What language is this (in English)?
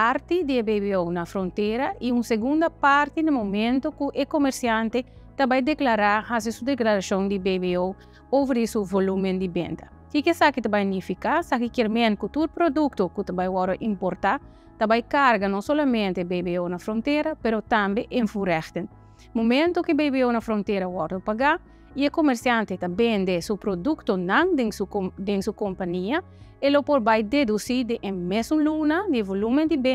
Papiamento